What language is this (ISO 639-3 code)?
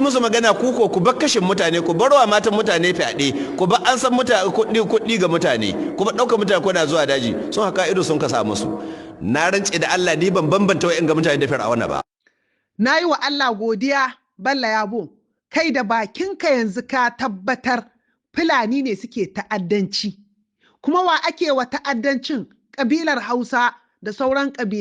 hau